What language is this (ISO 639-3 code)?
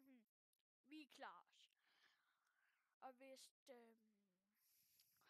dan